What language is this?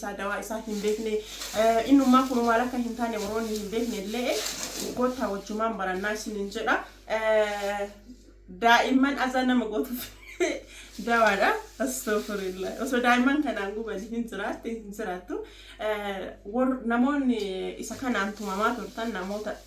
Oromo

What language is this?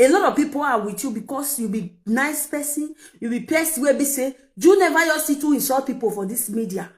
Nigerian Pidgin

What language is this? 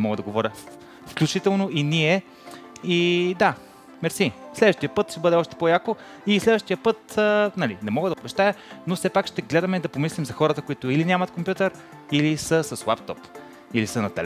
Bulgarian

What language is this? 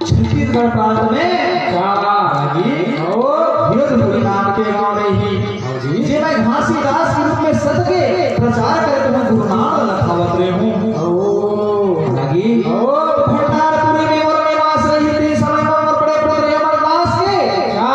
Chhattisgarhi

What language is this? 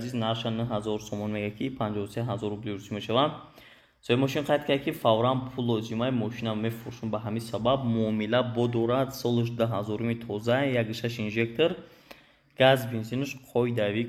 Tajik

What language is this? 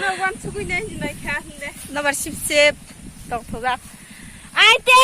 Kok Borok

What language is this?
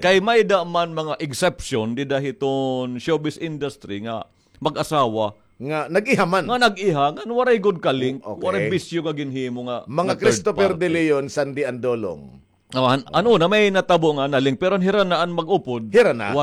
Waray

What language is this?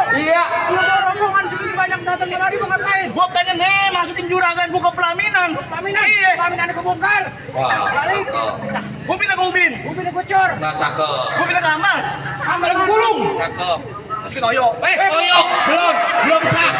Betawi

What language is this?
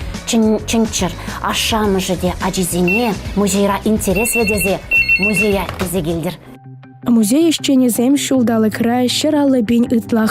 Chuvash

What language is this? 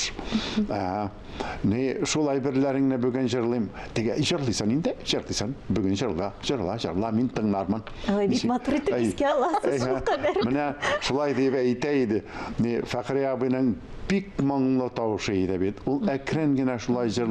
Tatar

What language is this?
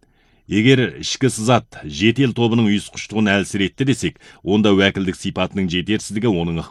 Kazakh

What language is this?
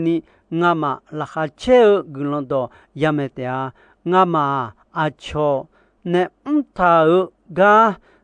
Akha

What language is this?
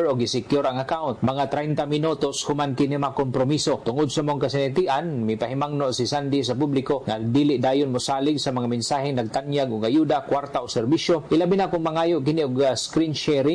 Cebuano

